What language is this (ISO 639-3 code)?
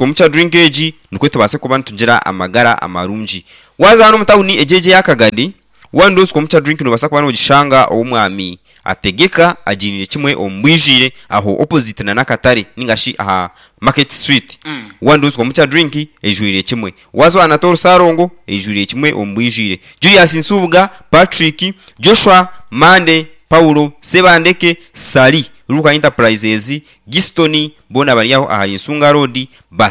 nyn